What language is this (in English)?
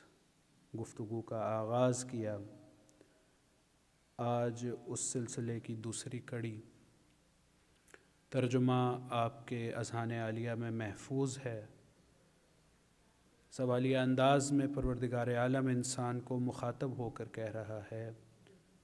Urdu